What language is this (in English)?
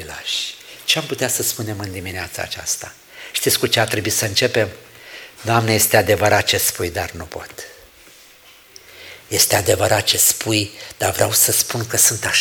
Romanian